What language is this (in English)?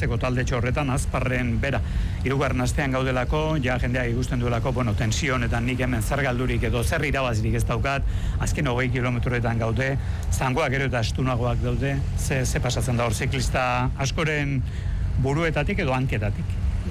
Basque